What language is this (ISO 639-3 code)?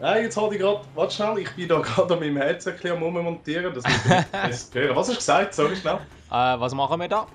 gsw